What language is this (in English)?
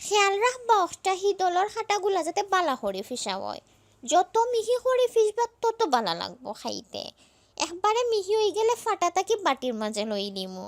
Sylheti